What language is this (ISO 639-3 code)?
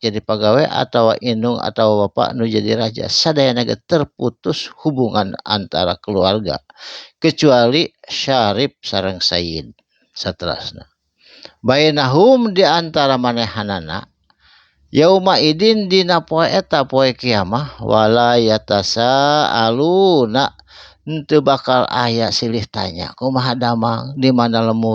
sun